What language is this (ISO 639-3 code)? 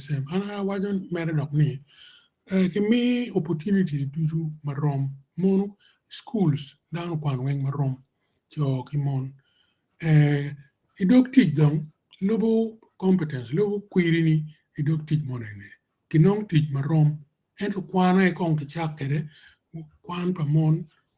ach